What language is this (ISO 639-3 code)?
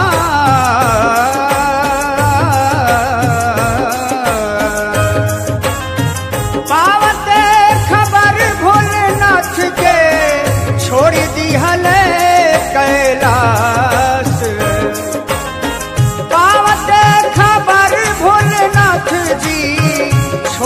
bho